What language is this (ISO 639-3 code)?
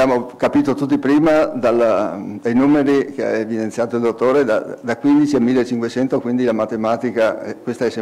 ita